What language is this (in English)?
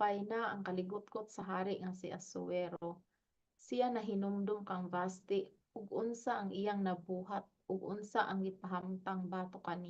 Cebuano